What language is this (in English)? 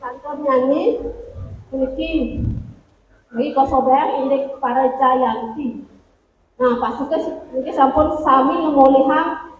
Balinese